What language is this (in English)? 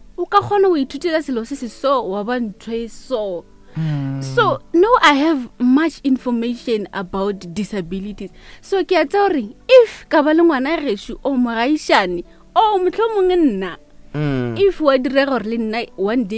Northern Sotho